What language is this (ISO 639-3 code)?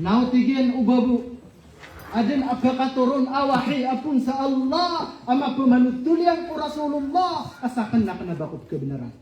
mrw